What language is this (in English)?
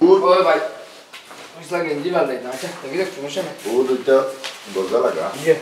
Sylheti